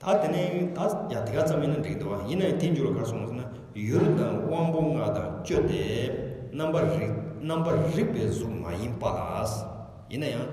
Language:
Tibetan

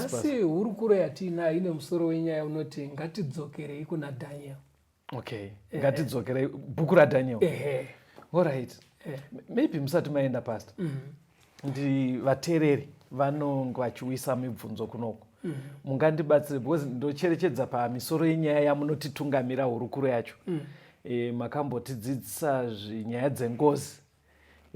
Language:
Shona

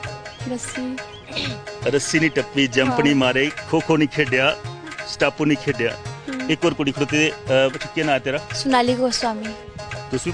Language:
Dogri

